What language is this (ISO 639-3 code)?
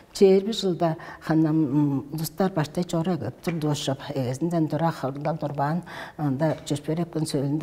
tyv